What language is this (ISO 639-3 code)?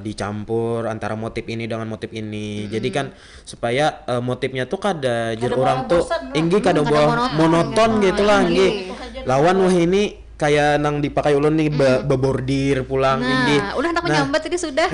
bjn